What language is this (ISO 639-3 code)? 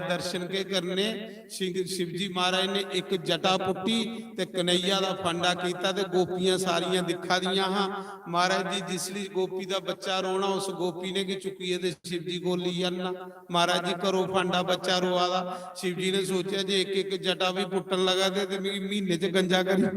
doi